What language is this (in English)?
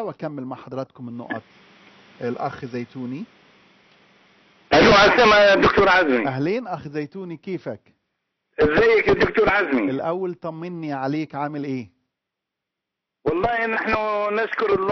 Egyptian Arabic